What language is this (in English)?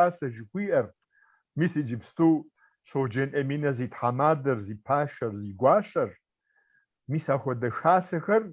Kabardian